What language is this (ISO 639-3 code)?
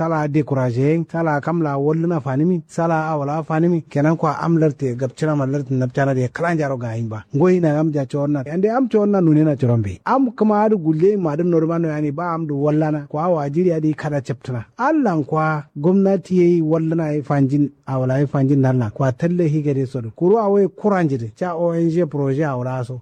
kau